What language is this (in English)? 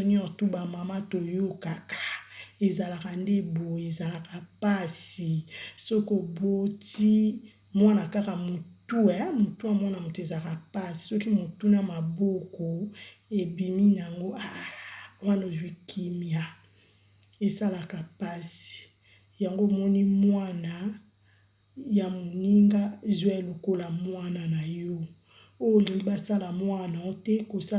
Lingala